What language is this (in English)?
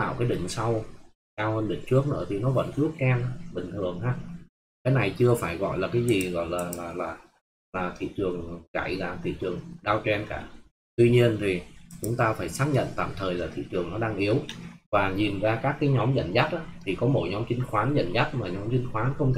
Vietnamese